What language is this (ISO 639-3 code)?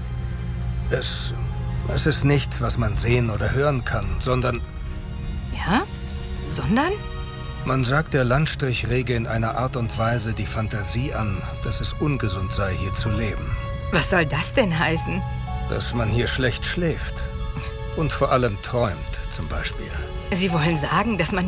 deu